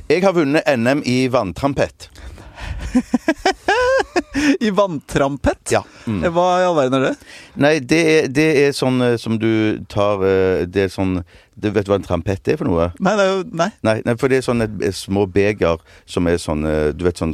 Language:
Norwegian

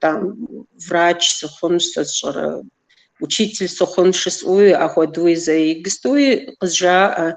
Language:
Kabardian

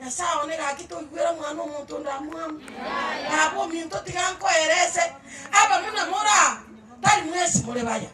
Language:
Gusii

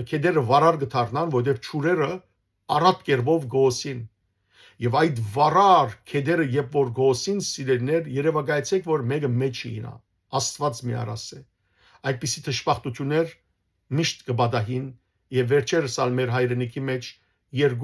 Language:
Western Armenian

